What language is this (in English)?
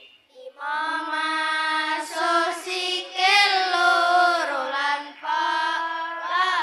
Javanese